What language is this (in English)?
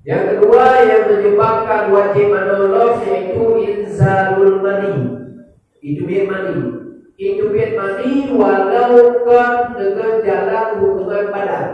Achinese